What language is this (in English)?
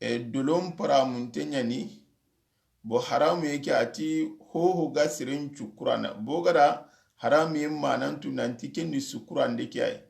Soninke